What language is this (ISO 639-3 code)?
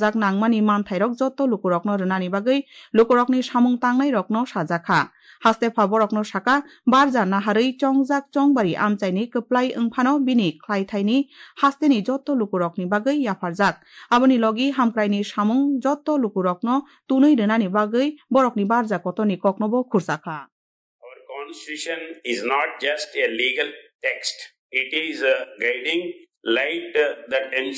trp